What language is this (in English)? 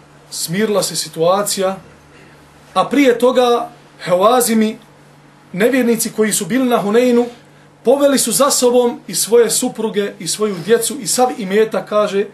Bosnian